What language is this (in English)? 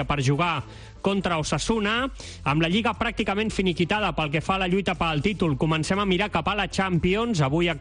Catalan